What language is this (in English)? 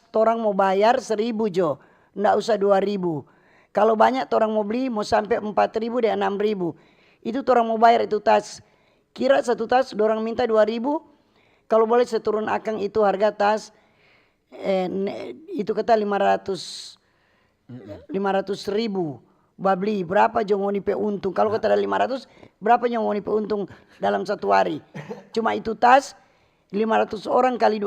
Manado Malay